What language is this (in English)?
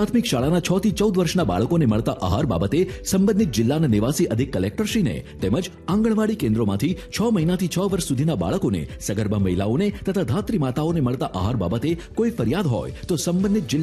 Gujarati